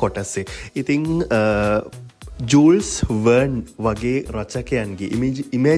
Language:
Sinhala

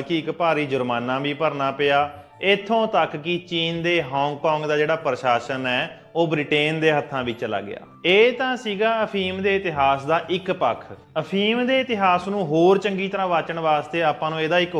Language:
Punjabi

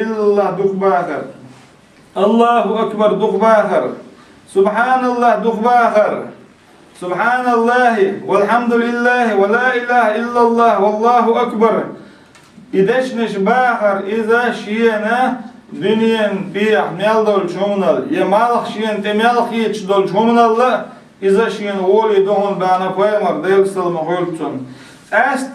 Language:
Chechen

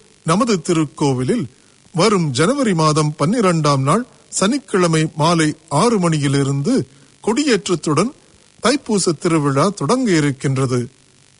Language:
Tamil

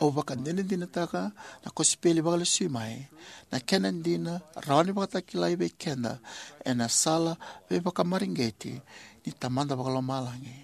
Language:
Fijian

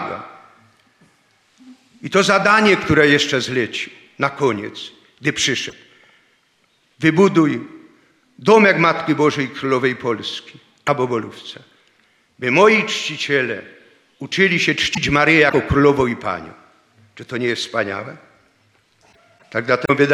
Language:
Polish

